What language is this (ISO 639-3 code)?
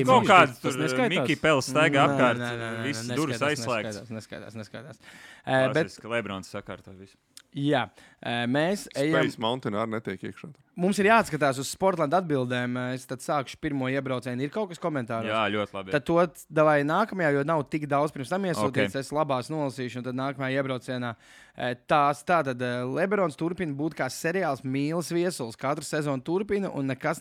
lav